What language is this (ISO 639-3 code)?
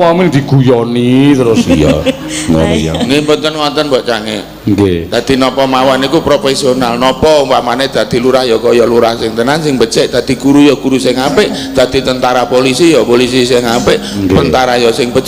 jav